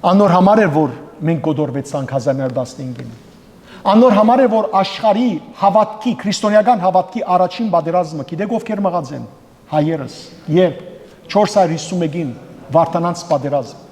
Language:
Western Armenian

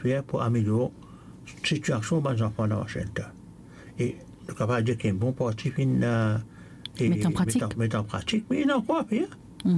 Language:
Morisyen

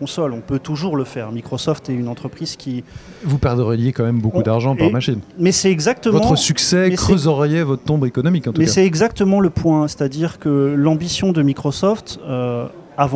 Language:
French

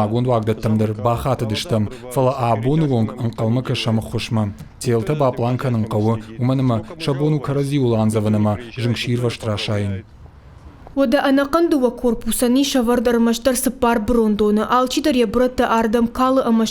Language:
Ossetic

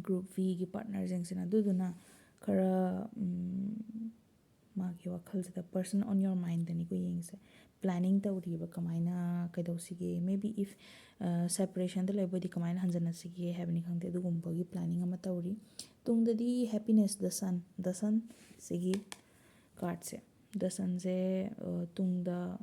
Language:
Manipuri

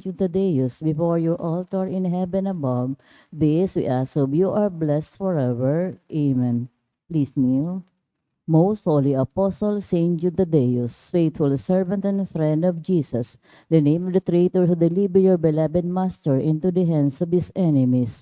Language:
Bikol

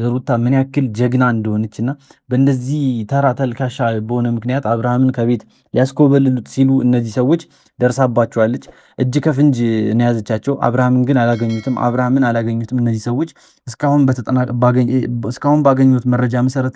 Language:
Amharic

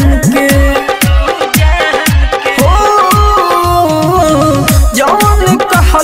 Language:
Bhojpuri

